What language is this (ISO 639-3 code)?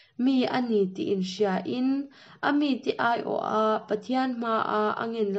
cnh